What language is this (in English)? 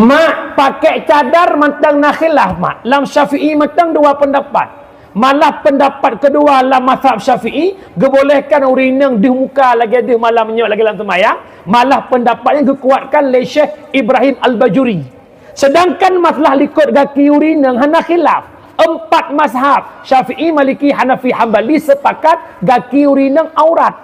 Achinese